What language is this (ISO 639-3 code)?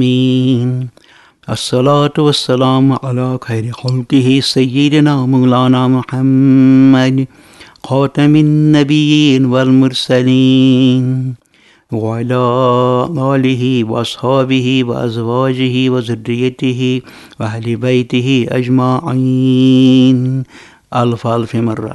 kas